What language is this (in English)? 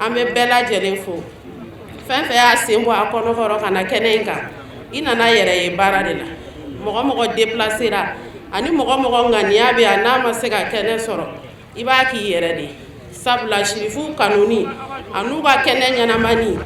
Bambara